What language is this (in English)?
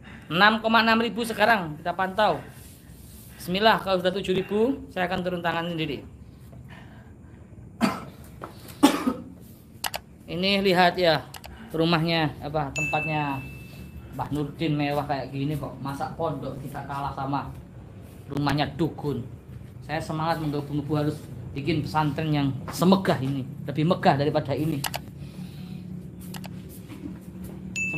Indonesian